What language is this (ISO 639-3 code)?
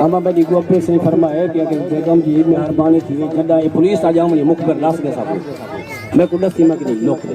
skr